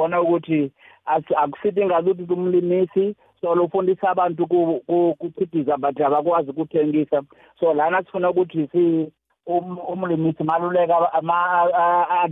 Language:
South Ndebele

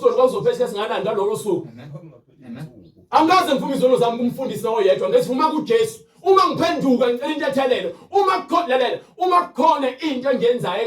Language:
Zulu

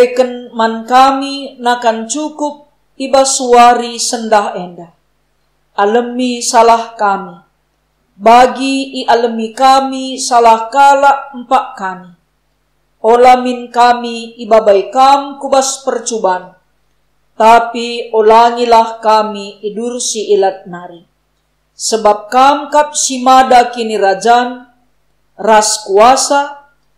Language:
Batak Karo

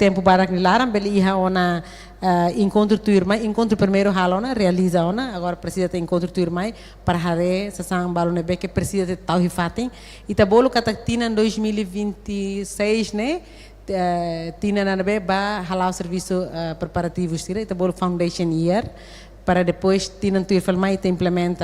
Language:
Tetum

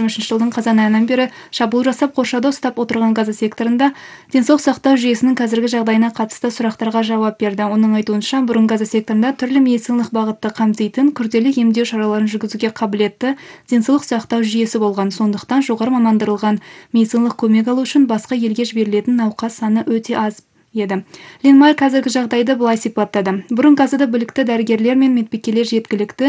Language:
Kazakh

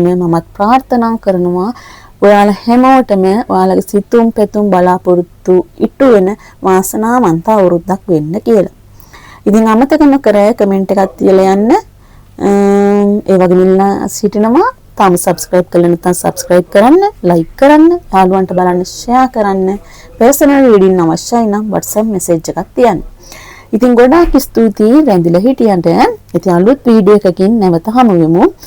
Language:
Sinhala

